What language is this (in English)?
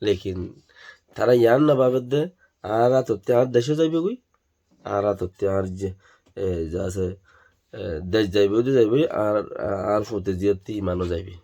Rohingya